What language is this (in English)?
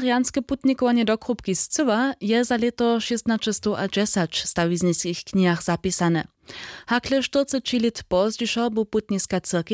Upper Sorbian